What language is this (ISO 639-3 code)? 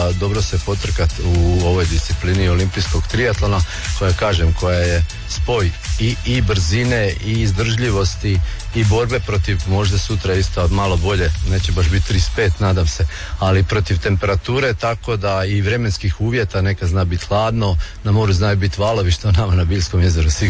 hrv